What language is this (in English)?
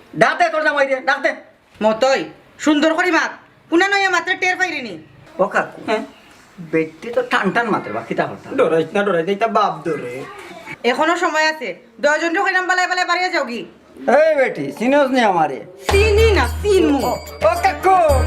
Sylheti